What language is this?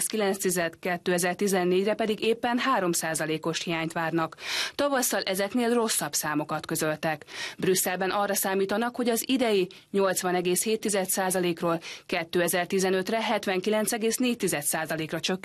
Hungarian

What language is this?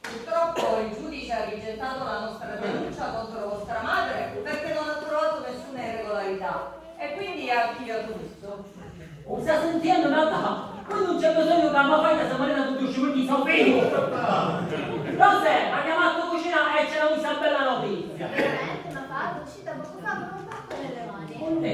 Sicilian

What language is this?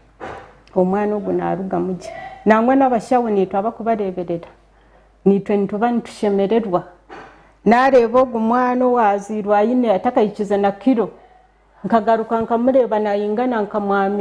Nyankole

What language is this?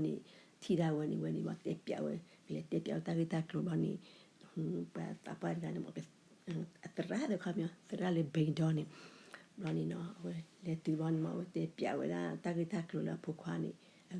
S'gaw Karen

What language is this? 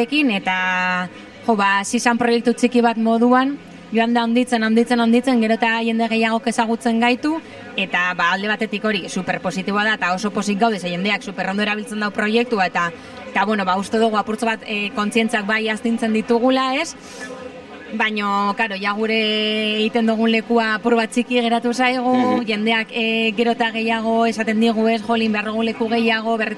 Basque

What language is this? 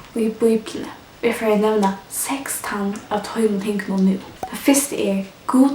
Faroese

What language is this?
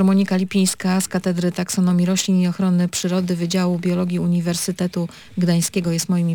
Polish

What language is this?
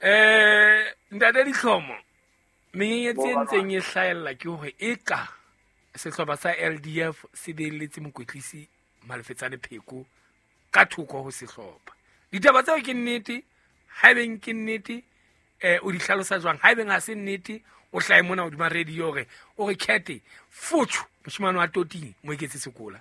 Southern Sotho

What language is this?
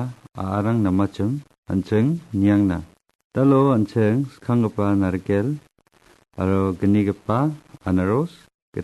Garo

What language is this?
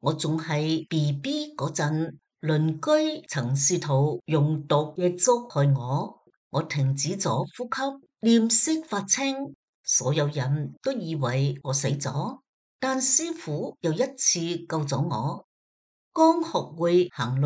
Cantonese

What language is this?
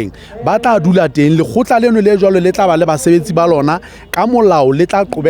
Southern Sotho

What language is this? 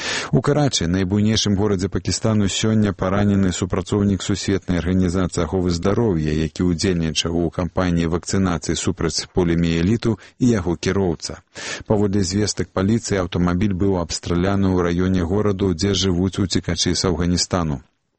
Belarusian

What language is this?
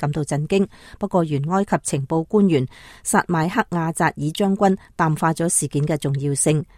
Cantonese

